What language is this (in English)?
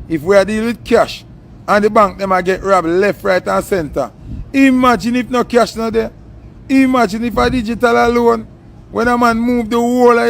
Jamaican Creole English